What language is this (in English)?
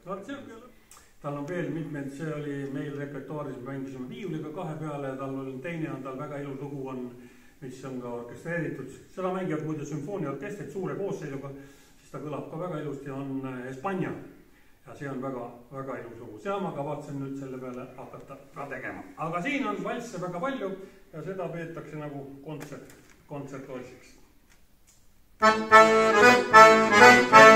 Estonian